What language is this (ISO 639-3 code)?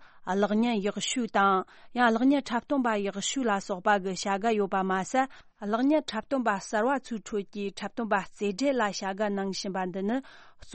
bod